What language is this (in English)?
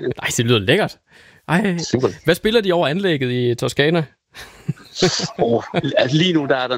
Danish